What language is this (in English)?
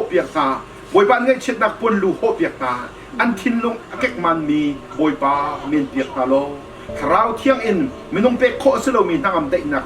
Hakha Chin